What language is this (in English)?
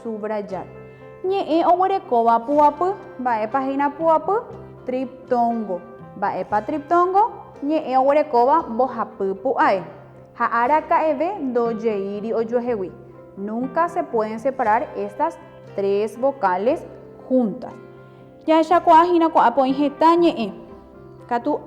Guarani